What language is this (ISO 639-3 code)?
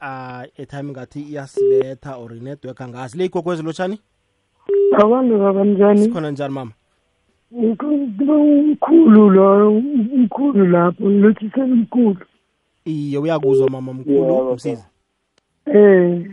nbl